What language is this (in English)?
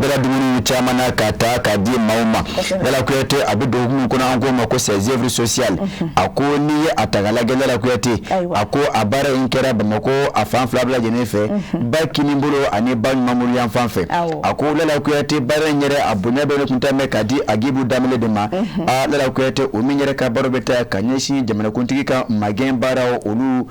Bambara